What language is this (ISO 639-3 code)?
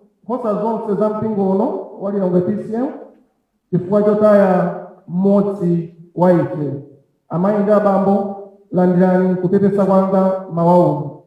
nya